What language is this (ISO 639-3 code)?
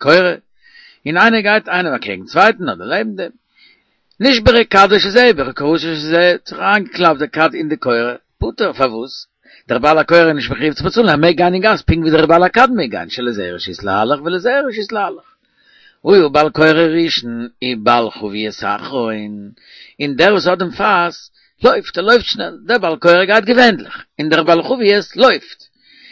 yid